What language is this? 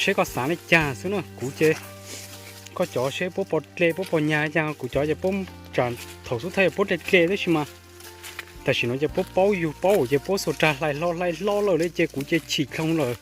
Hmong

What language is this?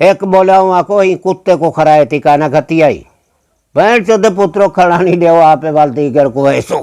Saraiki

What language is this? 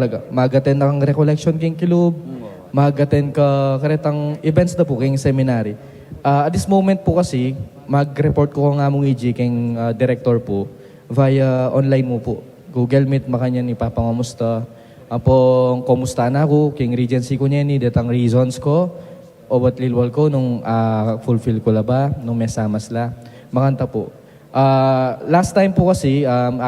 Pampanga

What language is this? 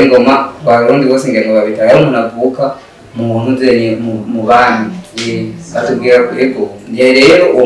Rundi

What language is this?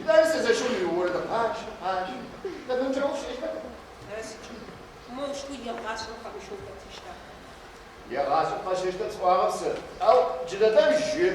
Adyghe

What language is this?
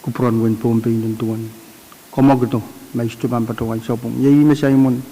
Pohnpeian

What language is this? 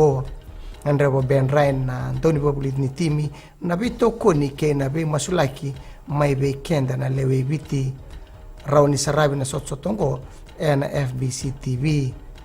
Fijian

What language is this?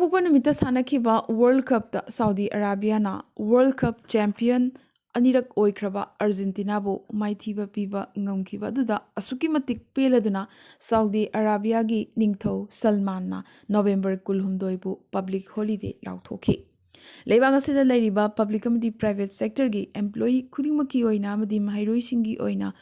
Manipuri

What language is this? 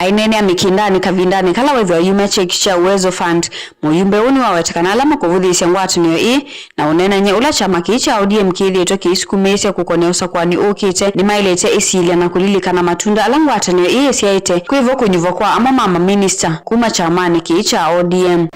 Kamba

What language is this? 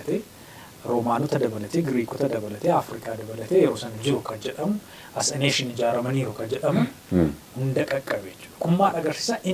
Oromo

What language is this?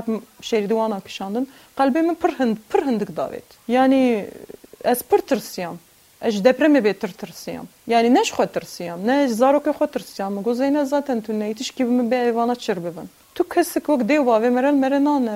Kurdish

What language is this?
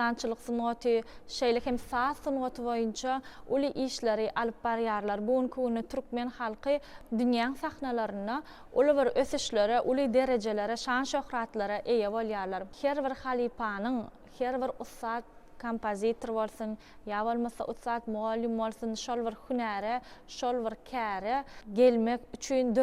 Turkmen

